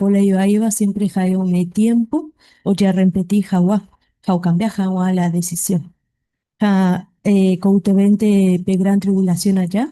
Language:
Guarani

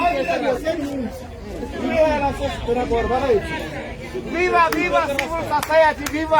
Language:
Tswana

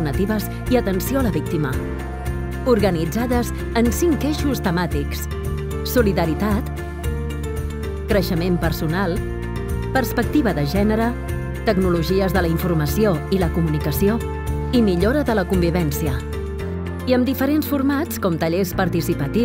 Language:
Catalan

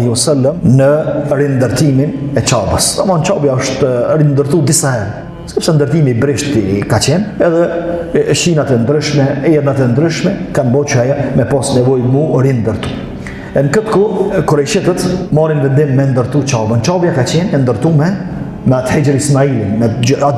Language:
Albanian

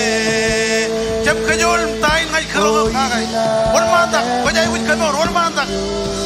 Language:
Marshallese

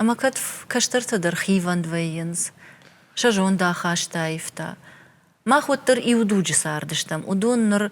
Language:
Ossetic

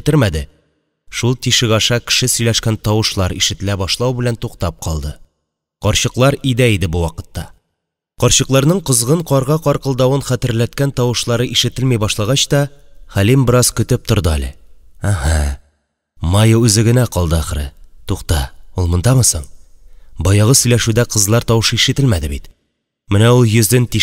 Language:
Tatar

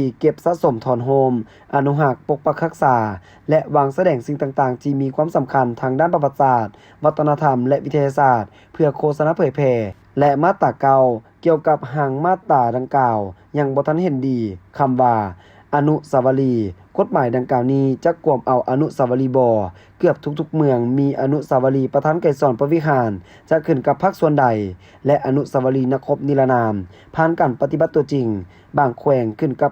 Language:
Lao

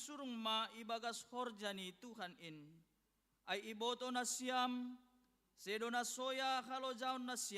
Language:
Batak Simalungun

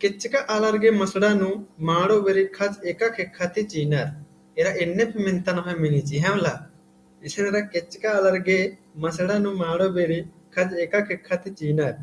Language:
Kurukh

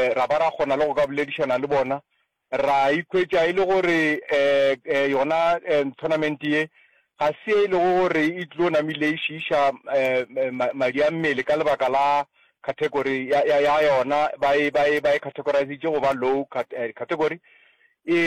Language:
Northern Sotho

